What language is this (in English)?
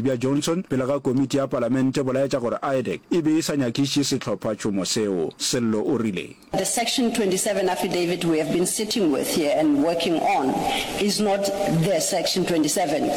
Northern Sotho